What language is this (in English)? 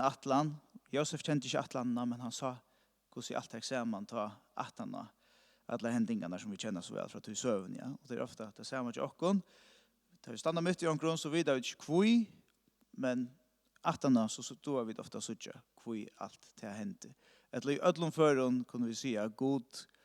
Faroese